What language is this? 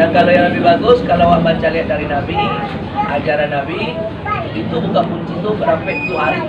Minangkabau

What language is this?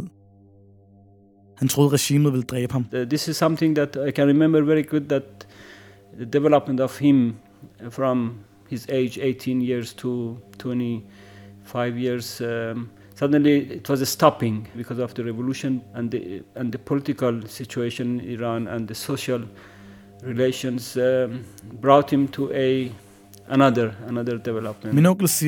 Danish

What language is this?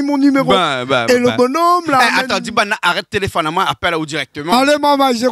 Réunion Creole French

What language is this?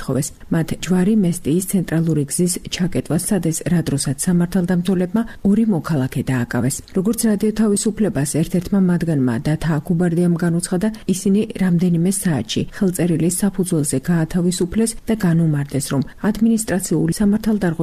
Georgian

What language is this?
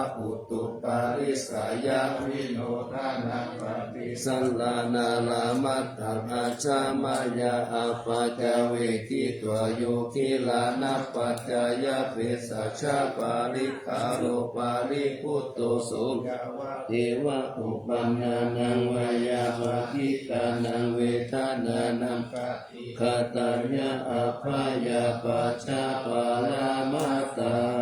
Pali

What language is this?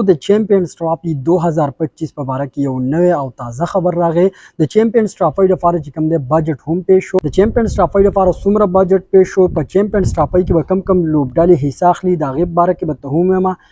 Pashto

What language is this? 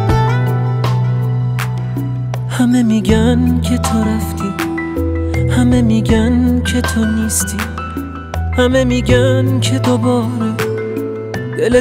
Persian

